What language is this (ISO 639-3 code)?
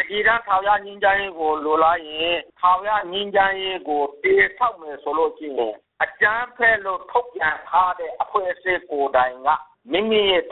mya